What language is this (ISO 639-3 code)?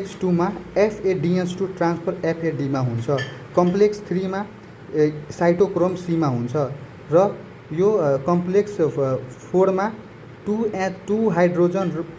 nep